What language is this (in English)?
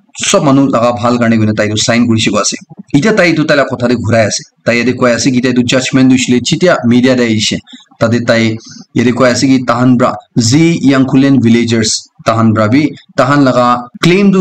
Naga Pidgin